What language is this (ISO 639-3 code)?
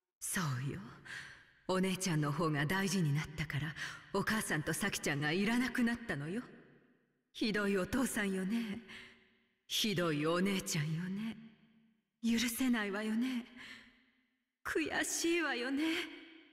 jpn